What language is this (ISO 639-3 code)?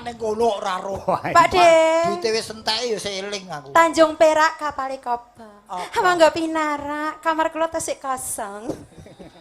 jav